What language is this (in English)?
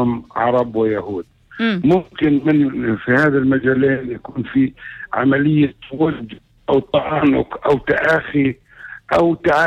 North Levantine Arabic